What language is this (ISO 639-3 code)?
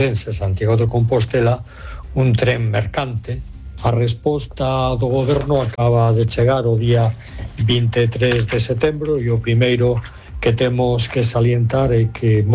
glg